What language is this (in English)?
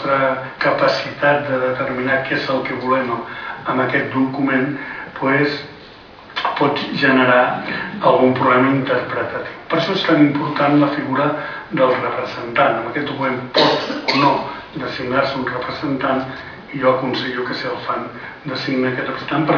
Catalan